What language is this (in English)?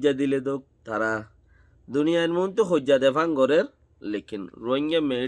Rohingya